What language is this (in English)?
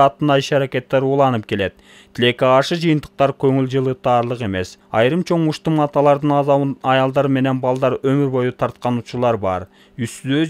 Kyrgyz